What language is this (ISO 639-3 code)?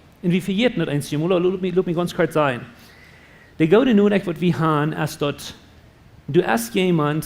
pdt